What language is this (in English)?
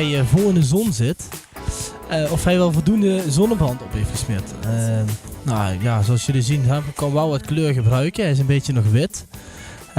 Limburgish